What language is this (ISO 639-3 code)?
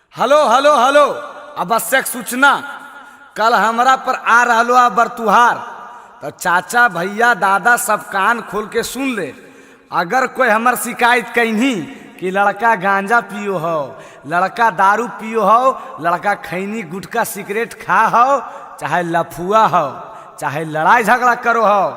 mag